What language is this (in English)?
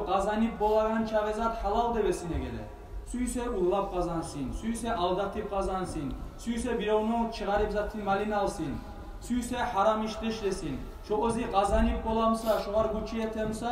Kumyk